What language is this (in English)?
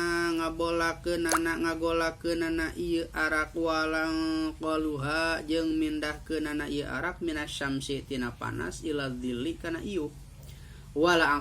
Sundanese